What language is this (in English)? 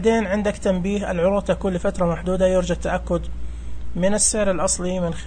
Najdi Arabic